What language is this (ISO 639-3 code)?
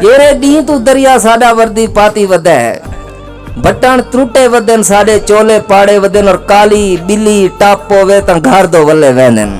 skr